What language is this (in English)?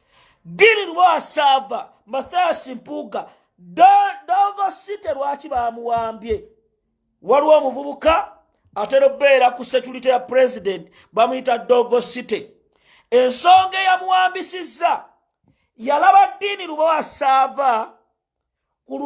Ganda